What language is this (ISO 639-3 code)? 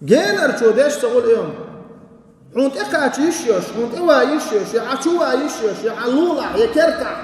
che